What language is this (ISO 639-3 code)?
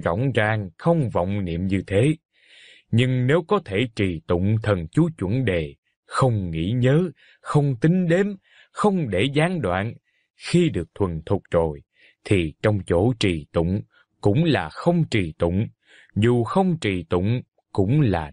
vie